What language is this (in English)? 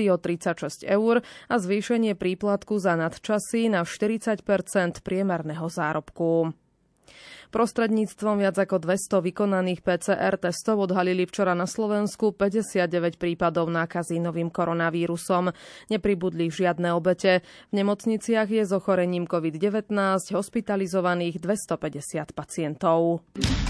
Slovak